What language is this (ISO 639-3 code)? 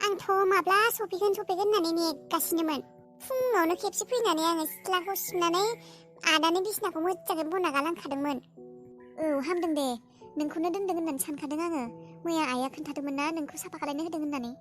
brx